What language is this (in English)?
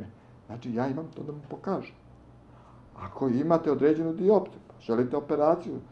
Serbian